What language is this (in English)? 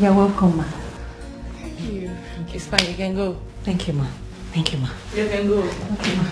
Nigerian Pidgin